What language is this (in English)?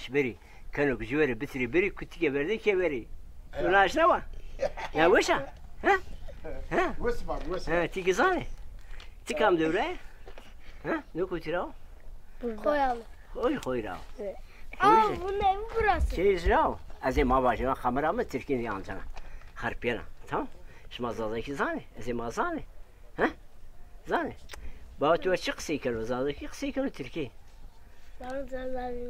Zaza